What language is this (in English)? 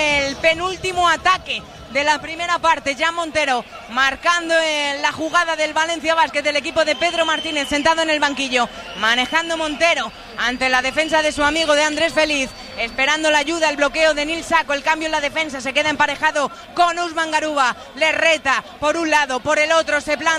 Spanish